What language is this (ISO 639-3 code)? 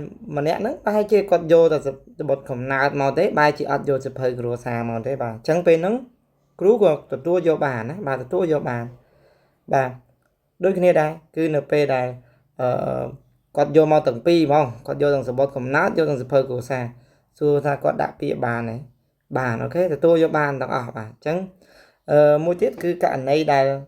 khm